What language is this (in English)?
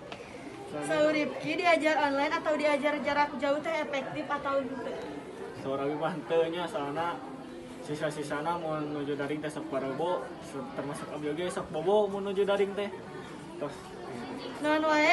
Sundanese